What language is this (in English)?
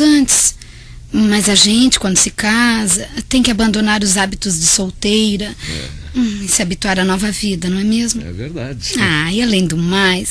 Portuguese